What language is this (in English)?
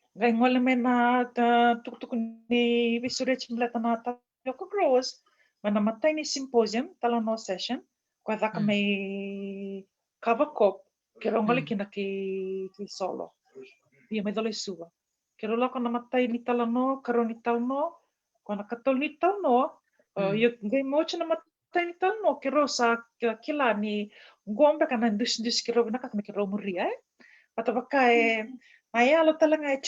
Fijian